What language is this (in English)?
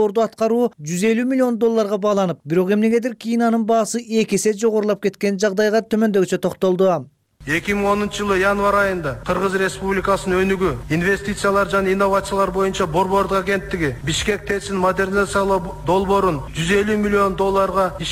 Kyrgyz